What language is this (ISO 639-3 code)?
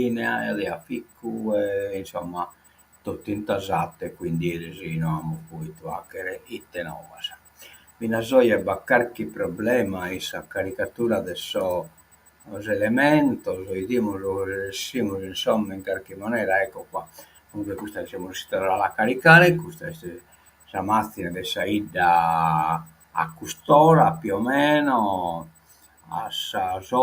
srd